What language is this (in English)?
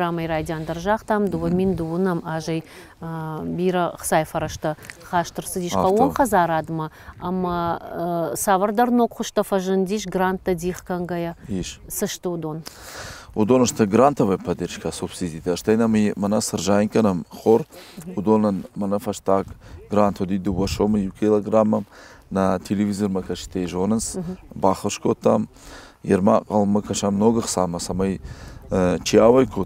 Ossetic